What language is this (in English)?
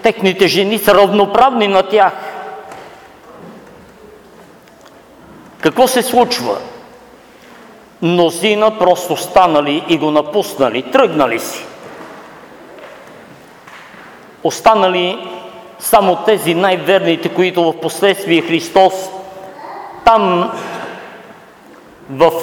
Bulgarian